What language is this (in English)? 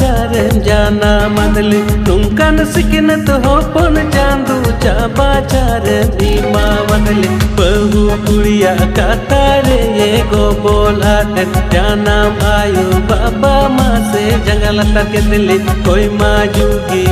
Santali